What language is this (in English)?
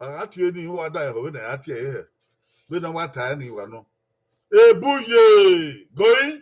Bini